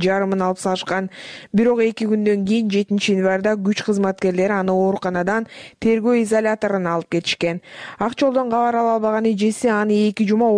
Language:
Kyrgyz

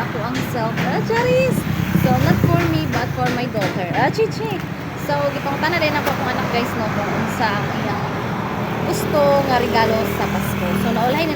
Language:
Cebuano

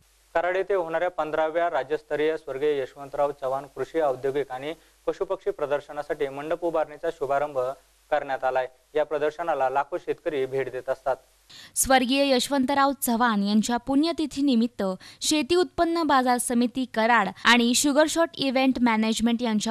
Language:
Marathi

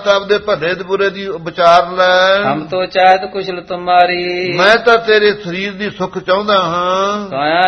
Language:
Punjabi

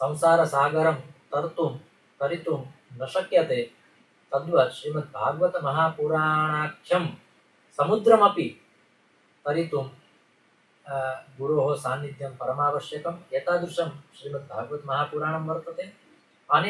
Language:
Sanskrit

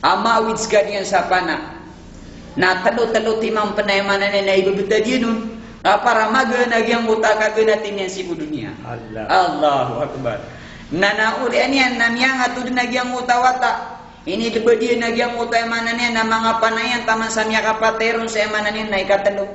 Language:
Maranao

